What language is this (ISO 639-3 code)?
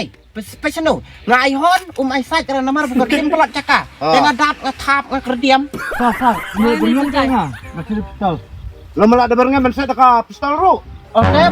kha